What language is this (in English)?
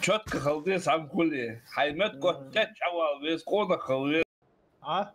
Ingush